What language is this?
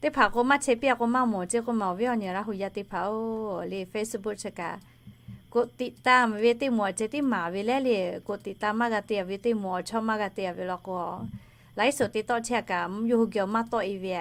Lahu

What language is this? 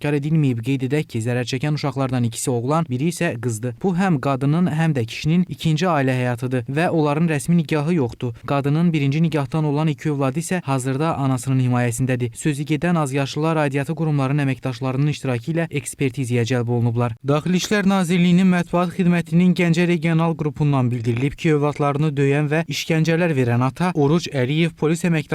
Azerbaijani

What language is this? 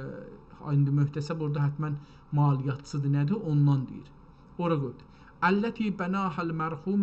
South Azerbaijani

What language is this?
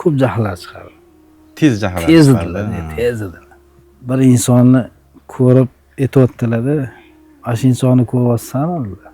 Uzbek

